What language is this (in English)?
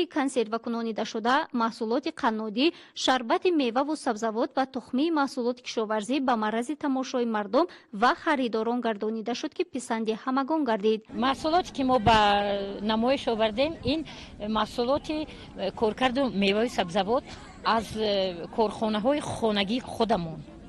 Tajik